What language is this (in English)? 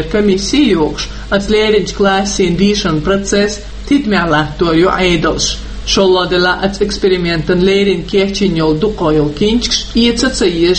Chechen